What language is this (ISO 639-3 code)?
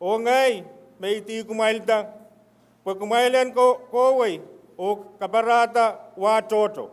pon